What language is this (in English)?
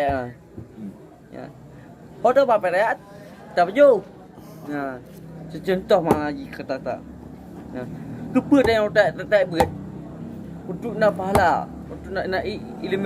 Achinese